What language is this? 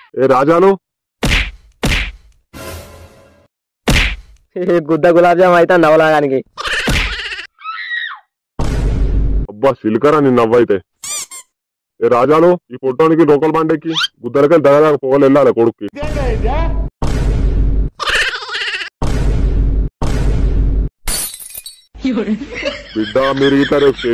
Telugu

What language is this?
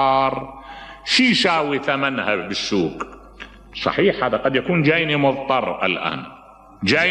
Mesopotamian Arabic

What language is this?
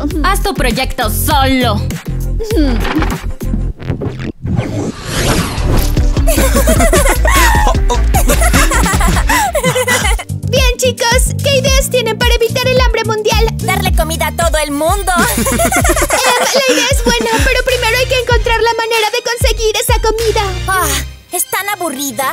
Spanish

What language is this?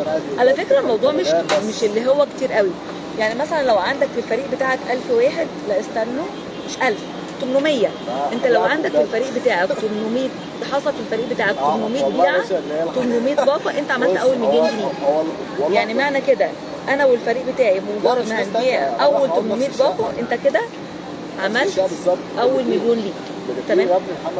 Egyptian Arabic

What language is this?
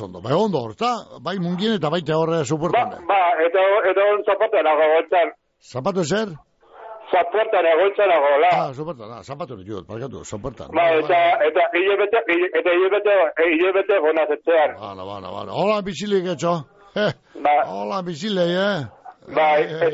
Basque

